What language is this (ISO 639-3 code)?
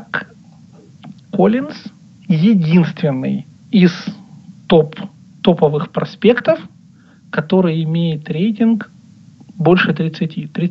rus